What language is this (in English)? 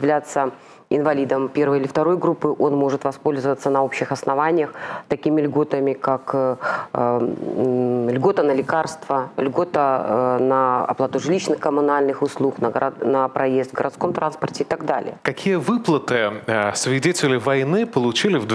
Russian